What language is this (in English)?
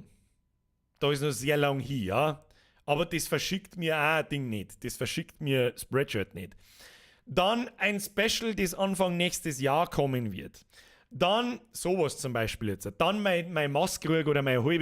Bavarian